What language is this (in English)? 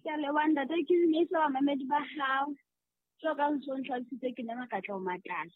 Southern Sotho